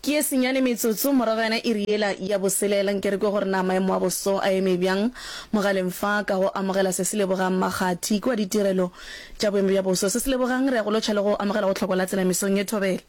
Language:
Northern Sotho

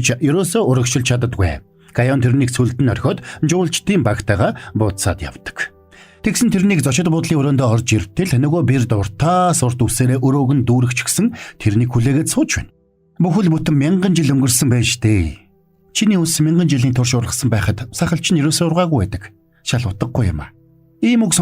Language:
Mongolian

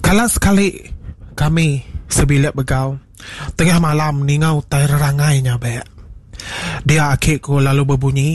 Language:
Iban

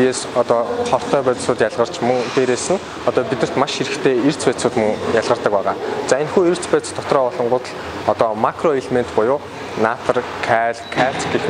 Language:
Mongolian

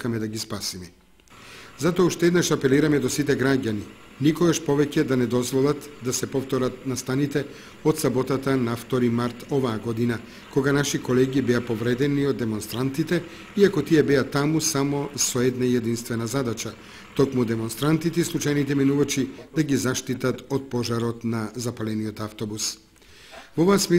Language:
Macedonian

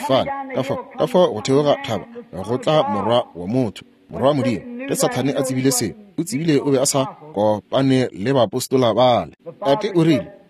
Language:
Northern Sotho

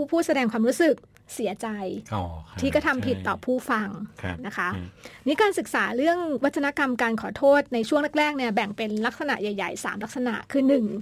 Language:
Thai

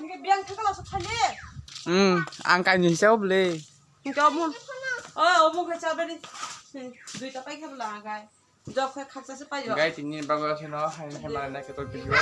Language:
Kok Borok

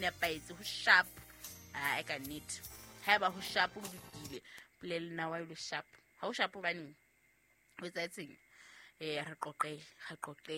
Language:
Southern Sotho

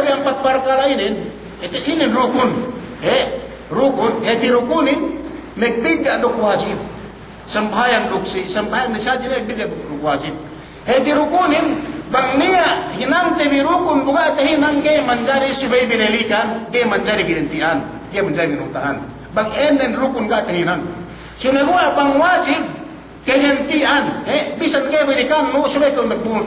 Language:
Yakan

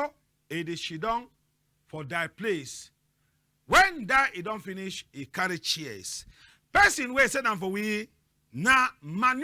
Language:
Cameroon Pidgin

